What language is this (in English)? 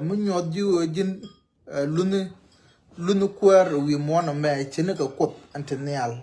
Nuer